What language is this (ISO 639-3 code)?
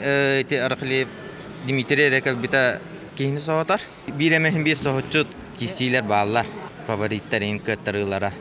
sah